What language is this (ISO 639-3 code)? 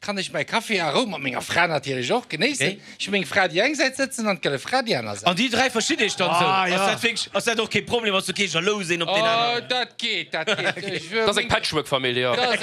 ltz